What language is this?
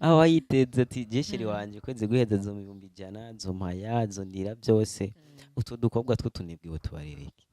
Rundi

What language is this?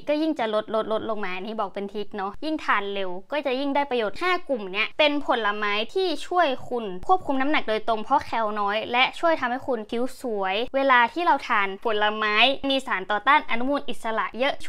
Thai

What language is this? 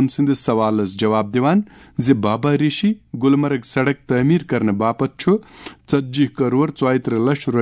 Kashmiri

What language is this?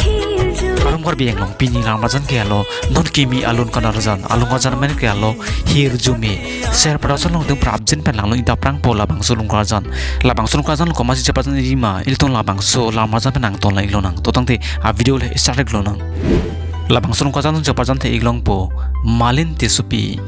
Karbi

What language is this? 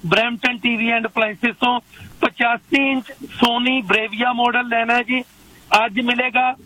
Punjabi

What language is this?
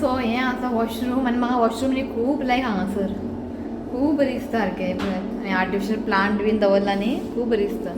Konkani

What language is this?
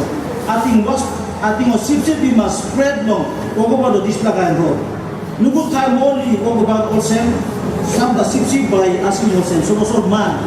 Tok Pisin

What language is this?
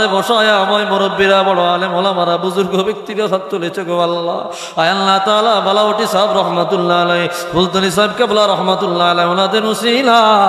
Sylheti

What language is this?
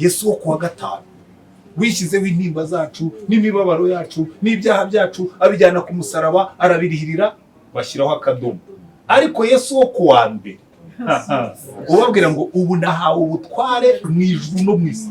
Kinyarwanda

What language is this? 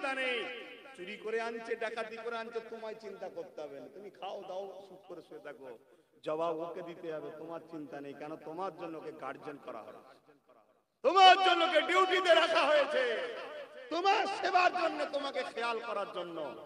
Bangla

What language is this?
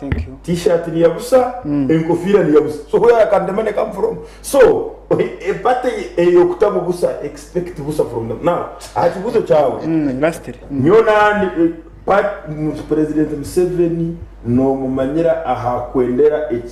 Nyankole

